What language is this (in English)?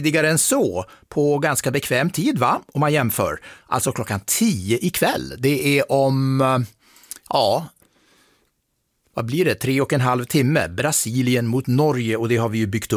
Swedish